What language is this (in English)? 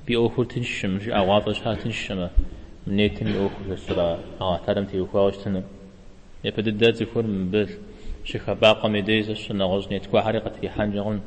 Kabardian